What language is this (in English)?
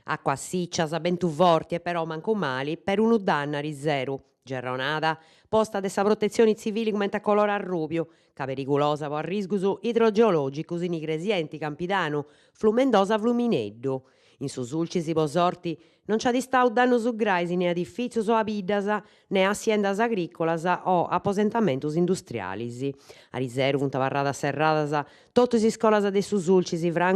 Sardinian